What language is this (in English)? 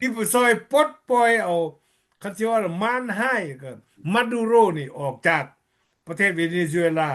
Lao